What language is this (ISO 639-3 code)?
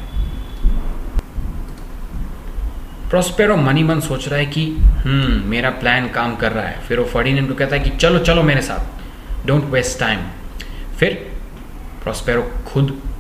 hin